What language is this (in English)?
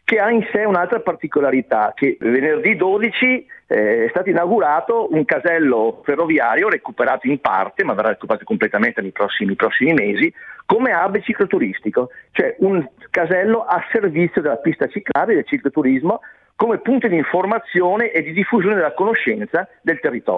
Italian